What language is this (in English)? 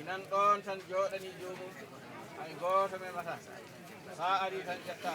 Fula